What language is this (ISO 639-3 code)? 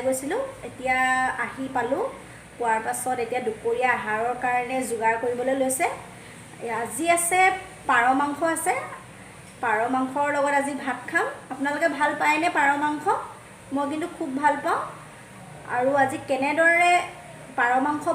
asm